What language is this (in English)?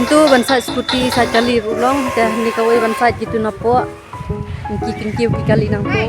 Khasi